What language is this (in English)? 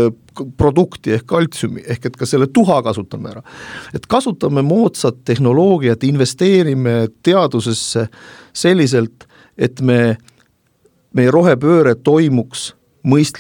Estonian